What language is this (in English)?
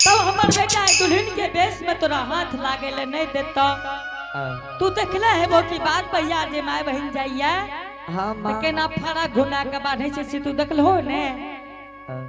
Angika